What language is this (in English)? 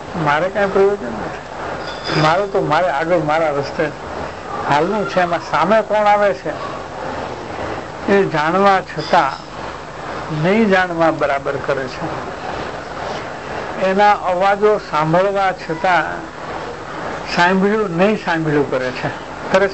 Gujarati